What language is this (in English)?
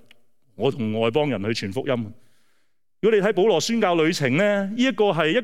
Cantonese